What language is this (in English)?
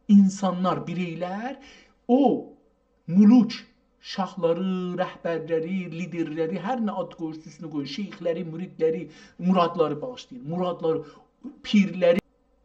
South Azerbaijani